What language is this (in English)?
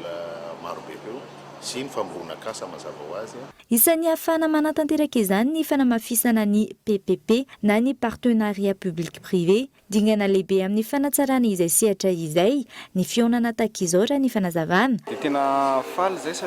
Malagasy